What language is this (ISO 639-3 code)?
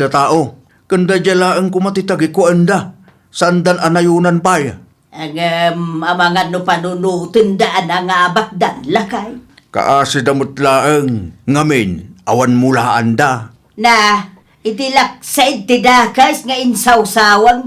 ilo